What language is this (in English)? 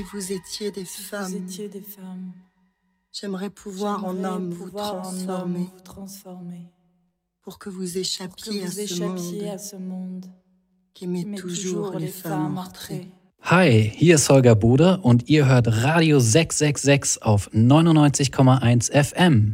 French